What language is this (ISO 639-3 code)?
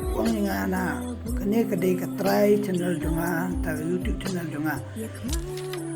kha